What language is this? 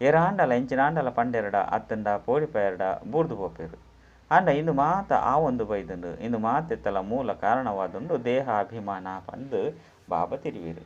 Tulu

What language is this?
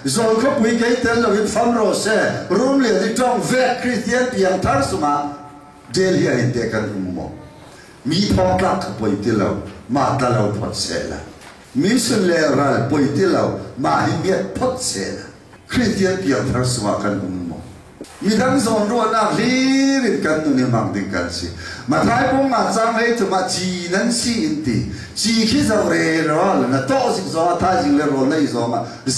Falam Chin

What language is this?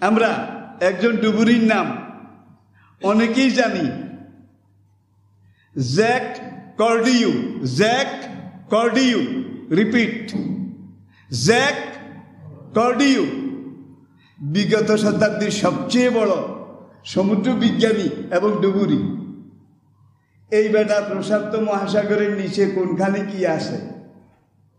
Bangla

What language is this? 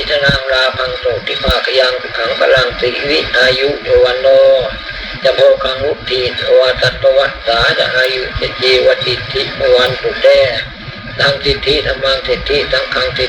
Pali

